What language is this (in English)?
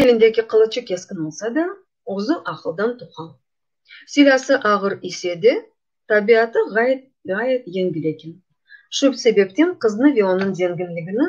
Crimean Tatar